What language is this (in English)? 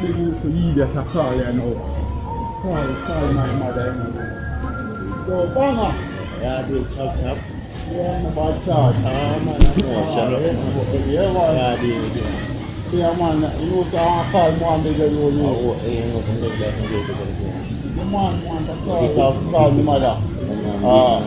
Jamaican Creole English